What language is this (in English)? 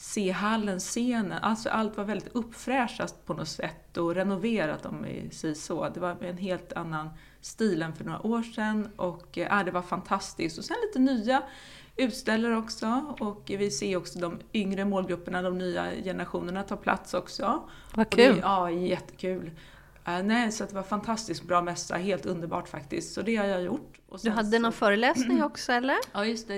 Swedish